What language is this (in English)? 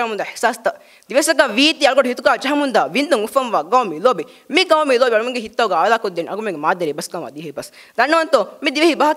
Divehi